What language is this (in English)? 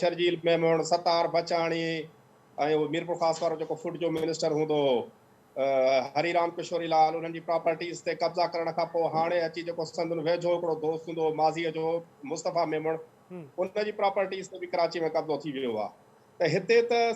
Sindhi